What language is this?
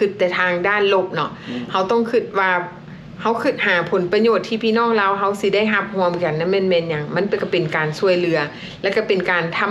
Lao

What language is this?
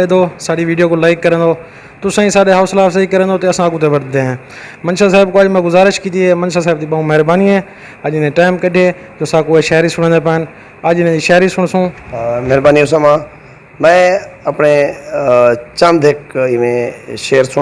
Saraiki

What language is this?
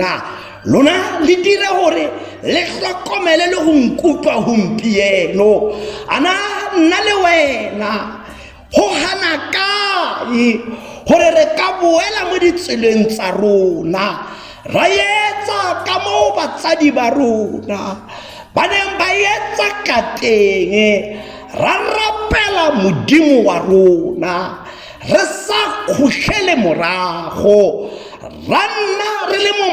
Tswana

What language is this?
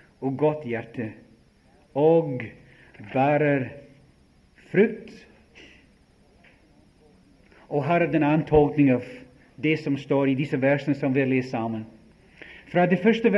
Norwegian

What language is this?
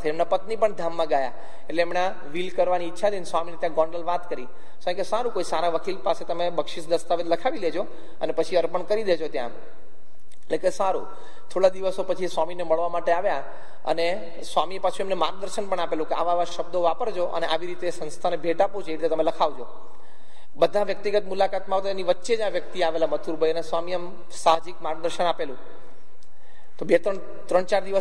Gujarati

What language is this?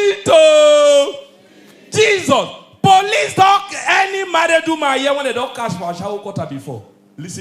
Nigerian Pidgin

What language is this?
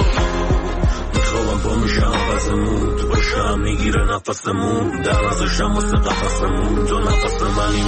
Persian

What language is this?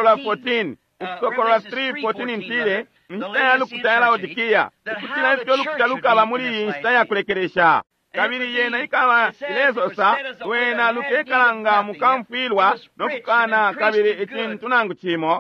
Bemba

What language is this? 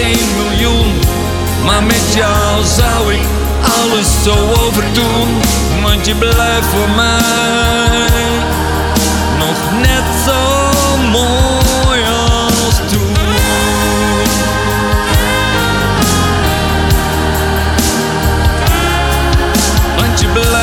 Dutch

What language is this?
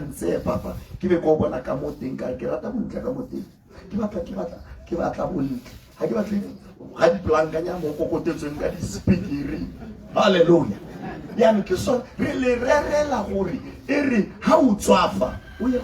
Tswana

